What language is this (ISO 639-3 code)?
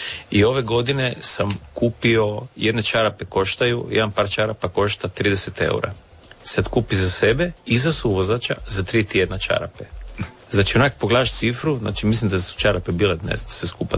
hrv